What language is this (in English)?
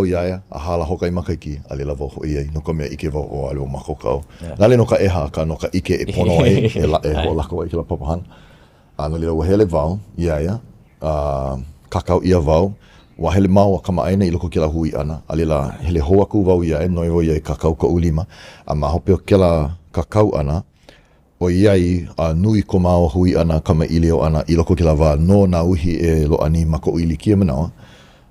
Hawaiian